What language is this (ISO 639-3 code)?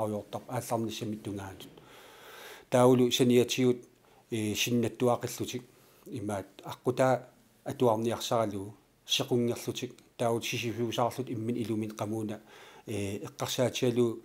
kal